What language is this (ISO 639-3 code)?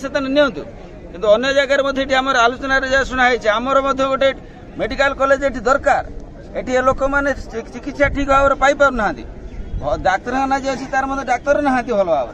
ori